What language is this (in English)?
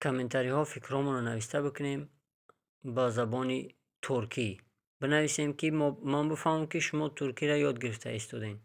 Tajik